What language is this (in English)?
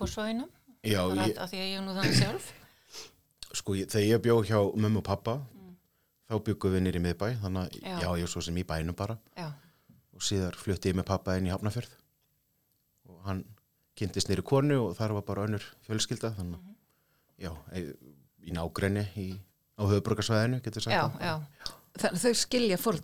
Icelandic